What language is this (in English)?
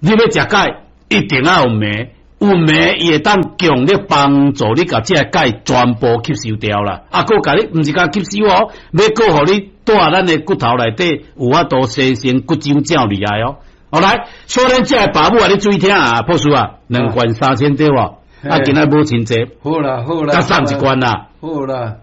Min Nan Chinese